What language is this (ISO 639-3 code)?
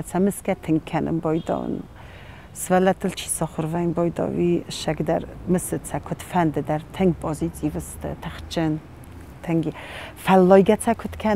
oss